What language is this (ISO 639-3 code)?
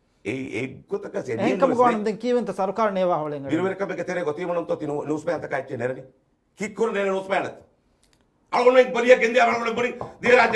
div